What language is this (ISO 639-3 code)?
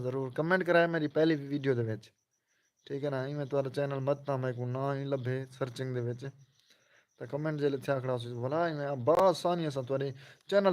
skr